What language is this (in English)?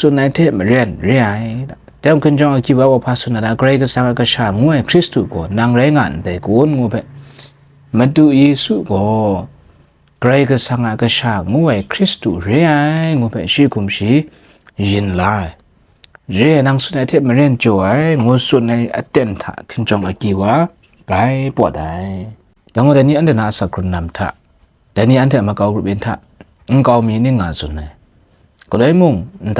Kachin